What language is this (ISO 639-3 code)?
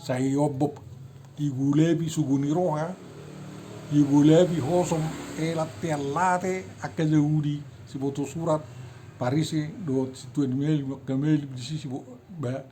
bbc